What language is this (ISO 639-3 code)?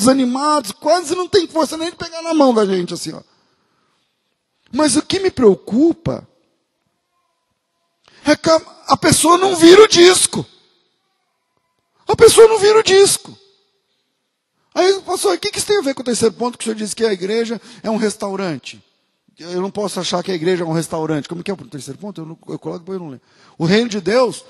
por